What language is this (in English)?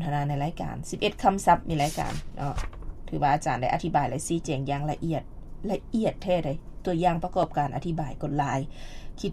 Lao